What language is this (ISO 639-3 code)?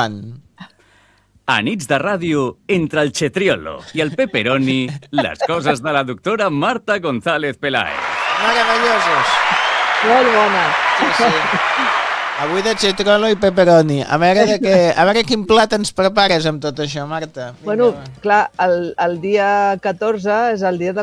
cat